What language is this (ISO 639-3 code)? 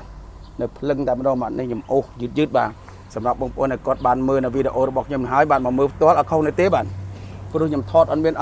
khm